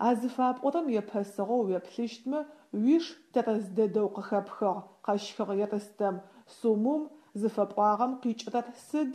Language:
Adyghe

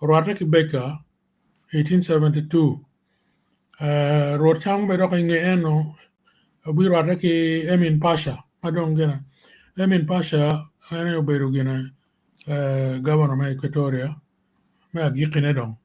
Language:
Acoli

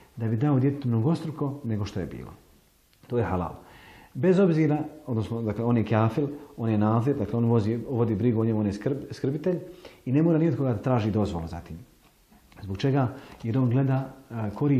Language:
Bosnian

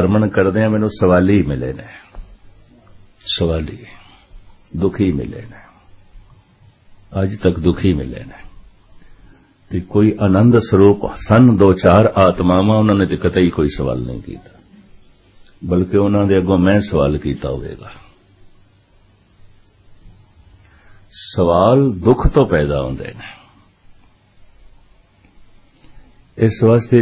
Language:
Punjabi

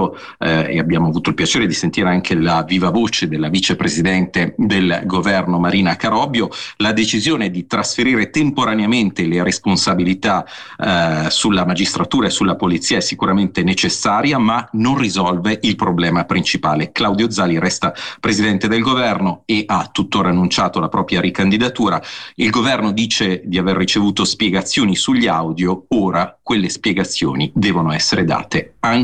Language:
Italian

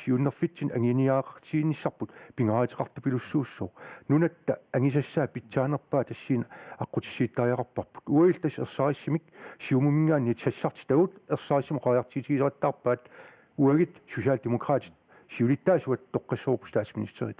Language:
Kalaallisut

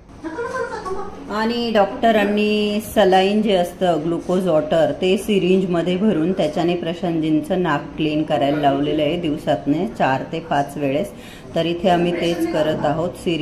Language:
Marathi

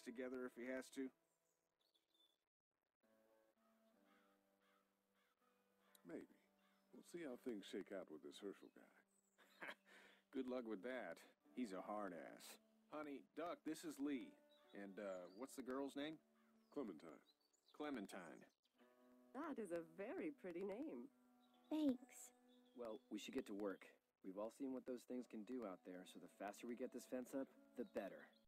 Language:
English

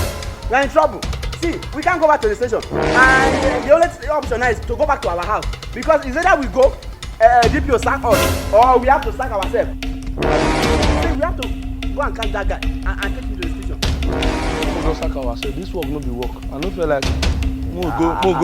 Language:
Nigerian Pidgin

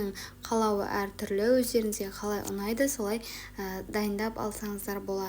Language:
Kazakh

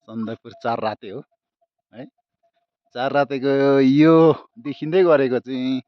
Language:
Nepali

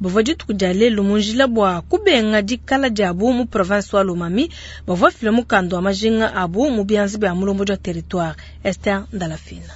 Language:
Luba-Lulua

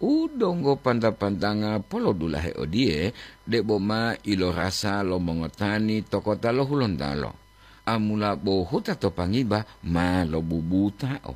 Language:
Gorontalo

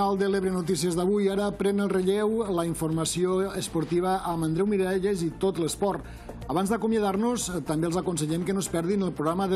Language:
Catalan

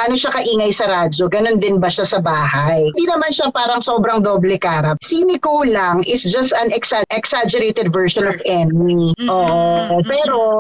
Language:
Filipino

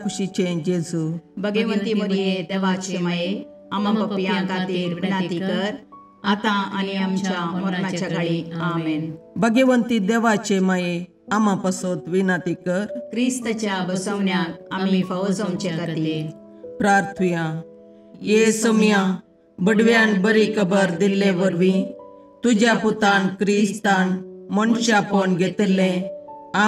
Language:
Konkani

